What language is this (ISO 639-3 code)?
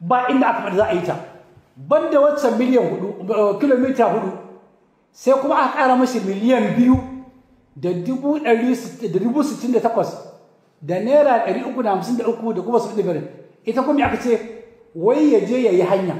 hau